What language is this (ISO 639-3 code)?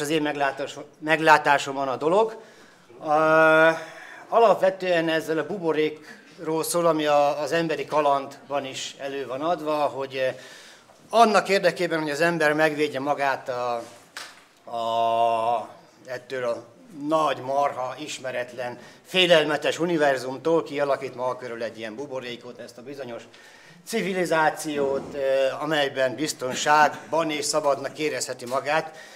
hun